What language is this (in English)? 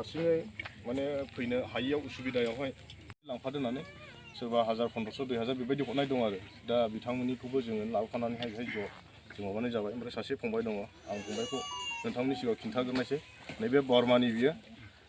Bodo